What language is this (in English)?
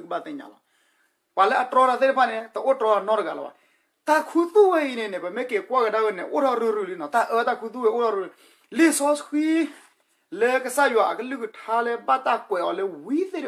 S'gaw Karen